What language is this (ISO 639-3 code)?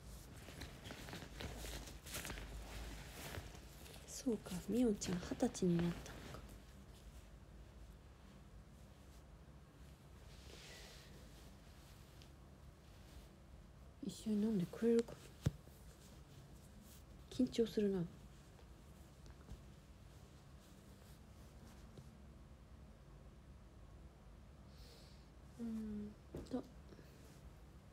jpn